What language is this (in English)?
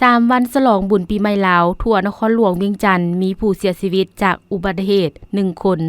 Lao